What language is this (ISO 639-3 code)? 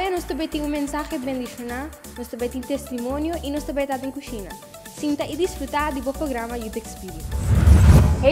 pap